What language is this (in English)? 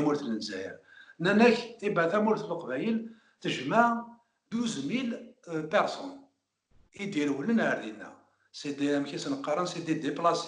Kabyle